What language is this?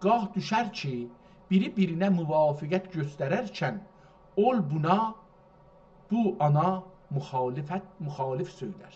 South Azerbaijani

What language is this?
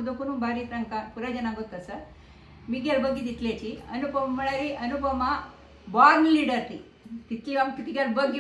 Konkani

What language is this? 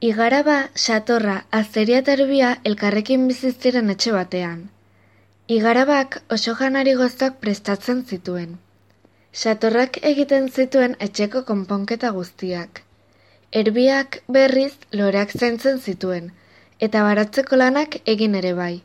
Basque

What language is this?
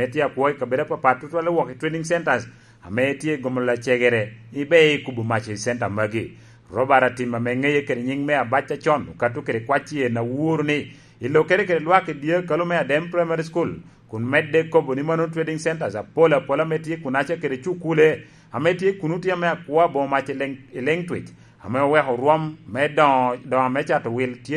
Lango (Uganda)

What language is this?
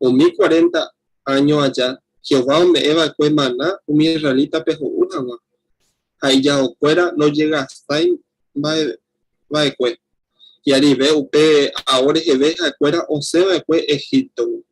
Guarani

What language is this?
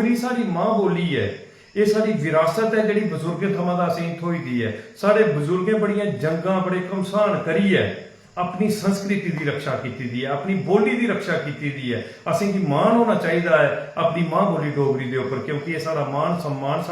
Dogri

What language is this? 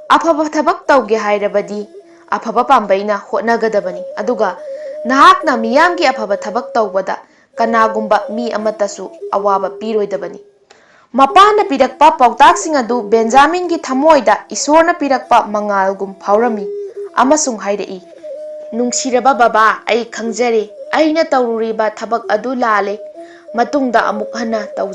Manipuri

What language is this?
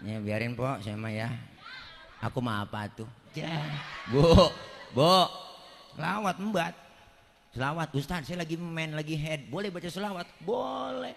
Betawi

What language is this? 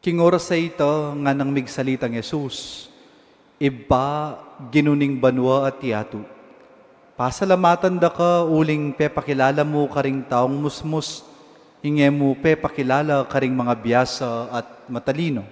Pampanga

